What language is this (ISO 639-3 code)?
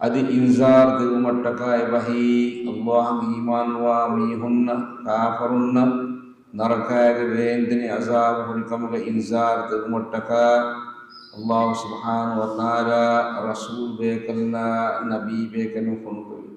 div